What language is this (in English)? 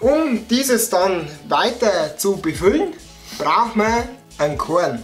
Bavarian